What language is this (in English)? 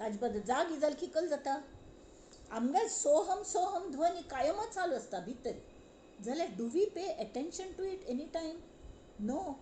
Konkani